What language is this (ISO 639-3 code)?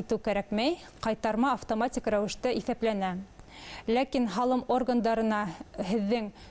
bak